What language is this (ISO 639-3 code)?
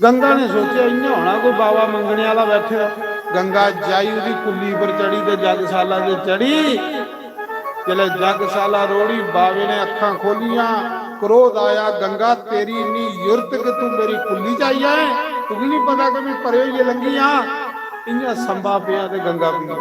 doi